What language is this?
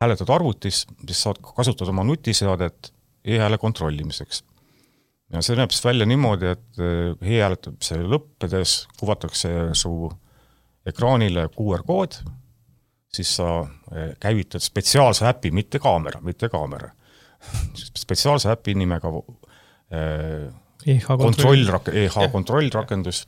Estonian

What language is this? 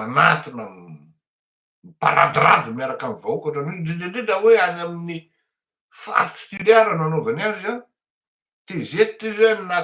Malagasy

